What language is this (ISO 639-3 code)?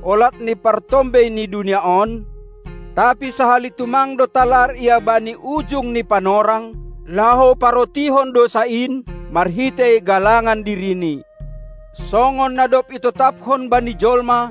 bts